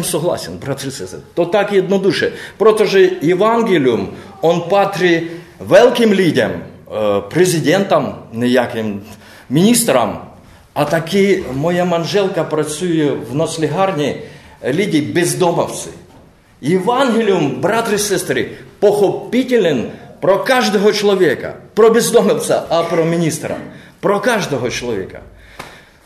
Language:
Czech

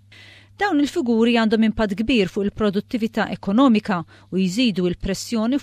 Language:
Maltese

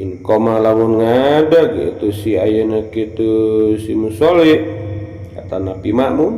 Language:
Sundanese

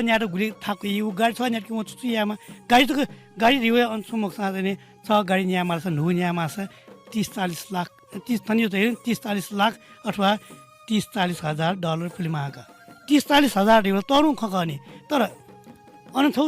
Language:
Newari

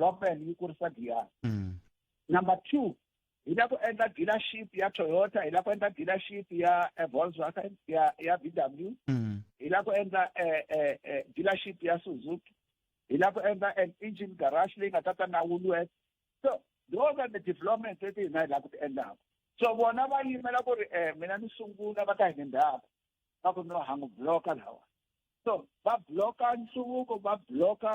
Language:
Tsonga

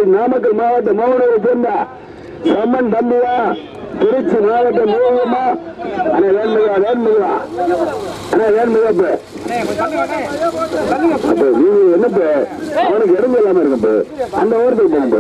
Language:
Tamil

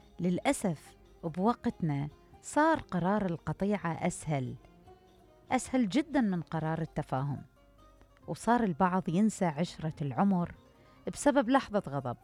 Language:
Mesopotamian Arabic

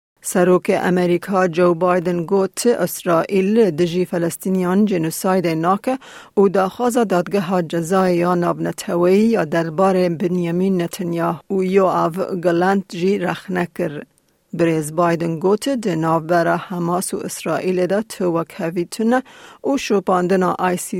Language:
Kurdish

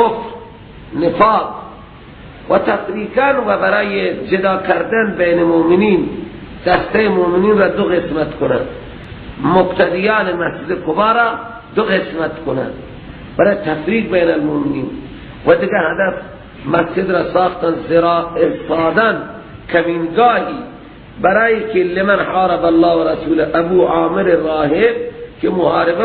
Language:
Persian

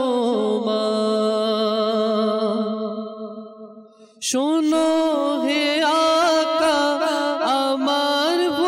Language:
Bangla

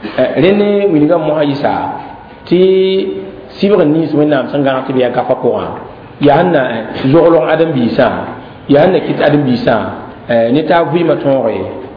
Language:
Mossi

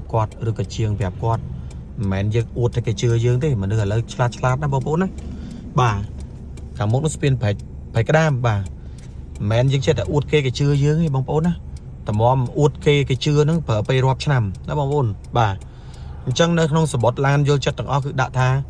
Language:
Khmer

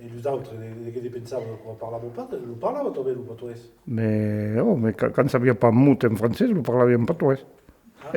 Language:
Occitan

